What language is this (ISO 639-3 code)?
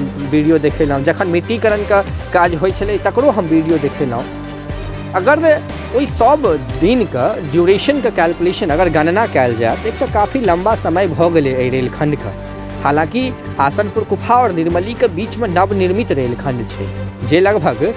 mai